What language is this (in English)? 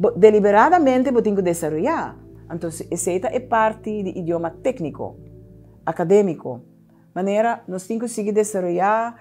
Papiamento